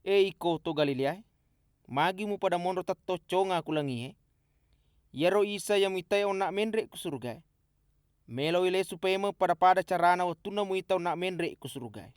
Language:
Buginese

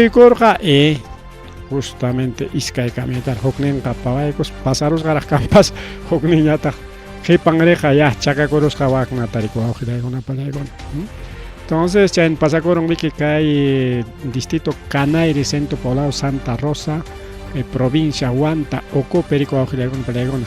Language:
Ayacucho Quechua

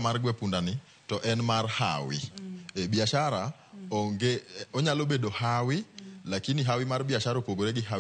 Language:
Luo (Kenya and Tanzania)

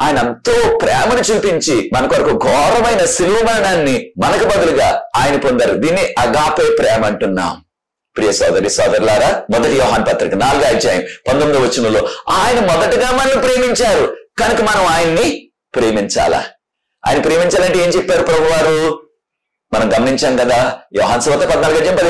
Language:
Telugu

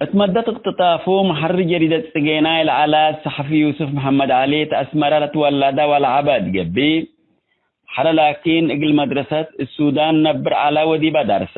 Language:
Tigre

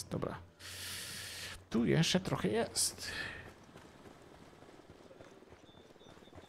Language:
Polish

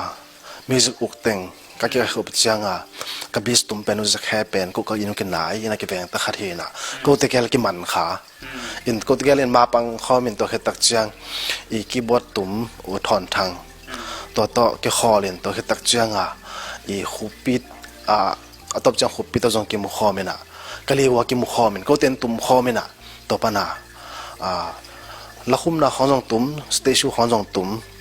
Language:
Tedim Chin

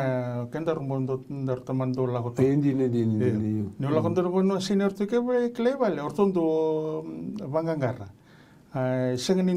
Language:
Fijian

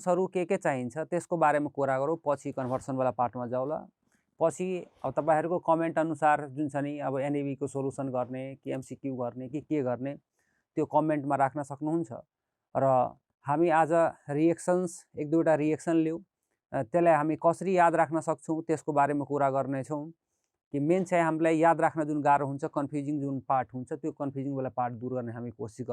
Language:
Nepali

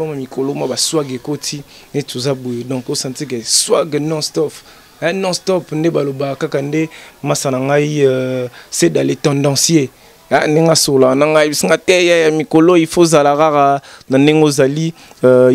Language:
Lingala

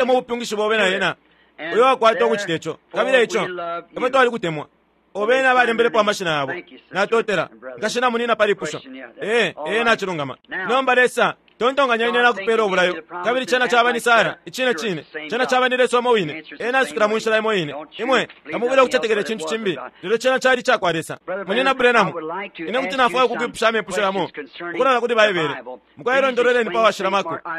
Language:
Bemba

